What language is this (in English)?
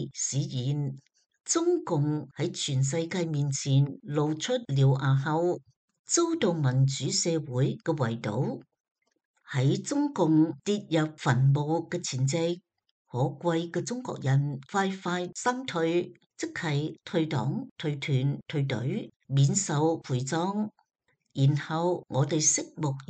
Cantonese